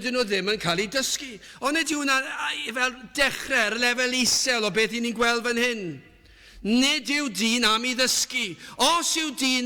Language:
Welsh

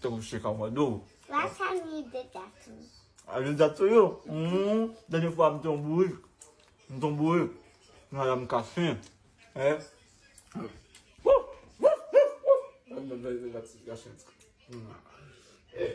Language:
Haitian Creole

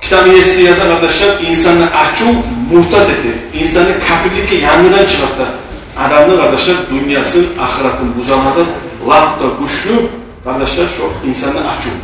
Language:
Kumyk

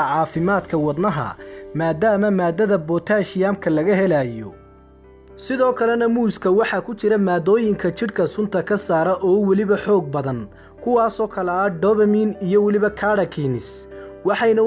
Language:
Somali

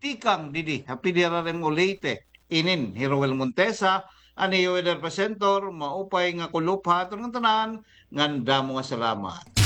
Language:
Waray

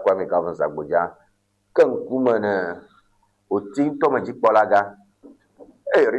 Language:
Ewe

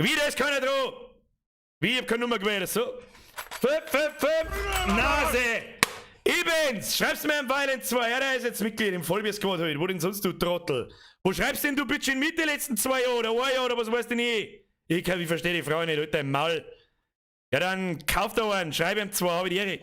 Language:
Bavarian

